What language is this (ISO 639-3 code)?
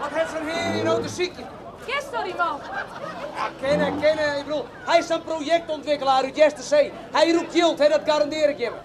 fry